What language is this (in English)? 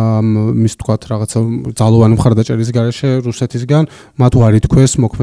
Georgian